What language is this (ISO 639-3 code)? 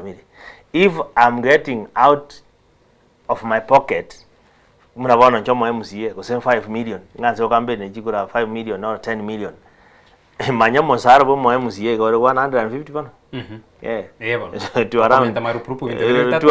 guz